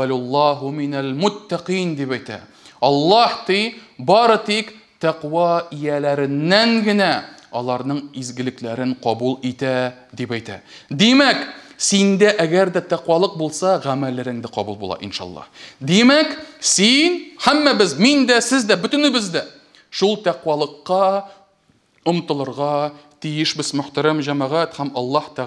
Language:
Tatar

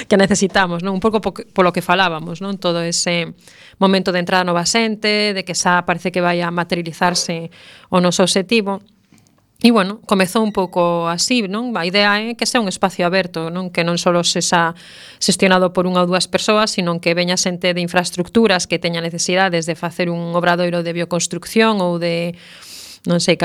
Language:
Galician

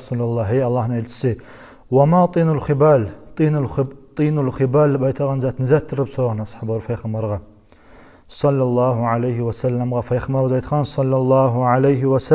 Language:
Kumyk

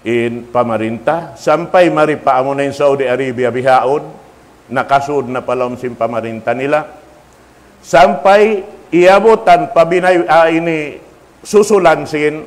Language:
Tausug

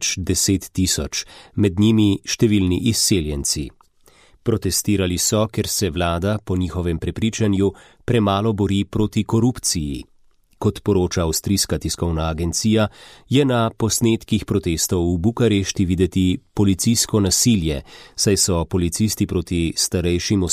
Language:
Slovenian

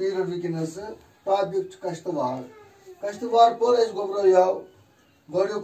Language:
Kashmiri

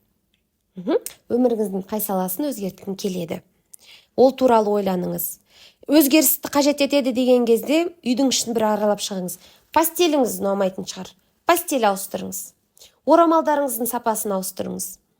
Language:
Kazakh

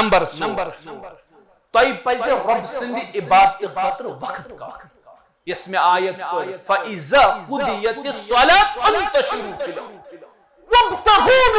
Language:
Kashmiri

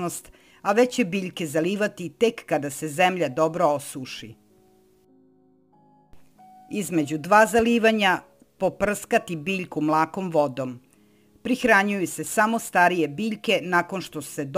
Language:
Serbian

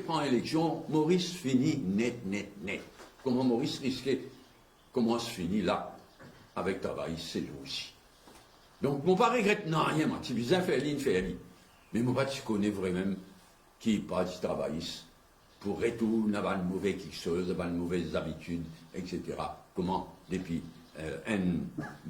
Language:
Morisyen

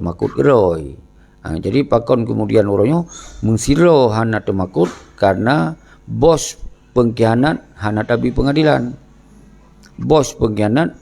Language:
Achinese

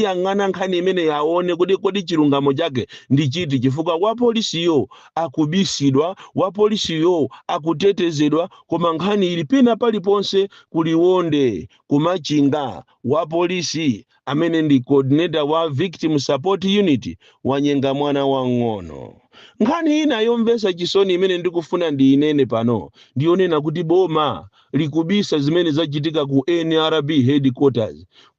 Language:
Nyanja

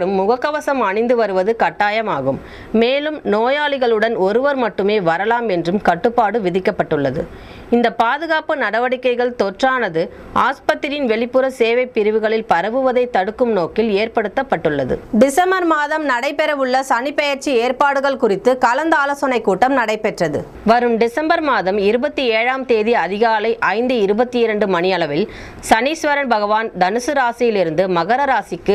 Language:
Tamil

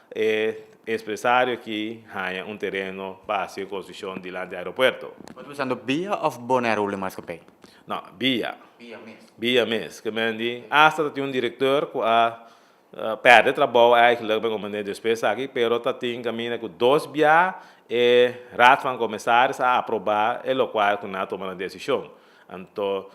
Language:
Papiamento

